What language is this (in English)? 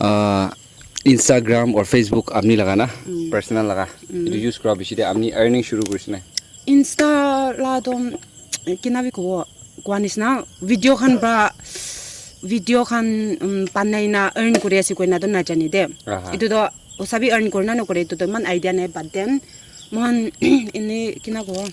Naga Pidgin